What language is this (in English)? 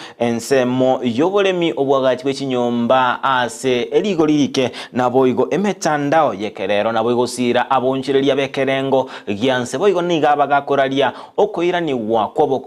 Gusii